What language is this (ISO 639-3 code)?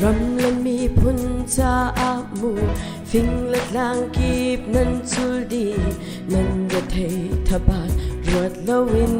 cnh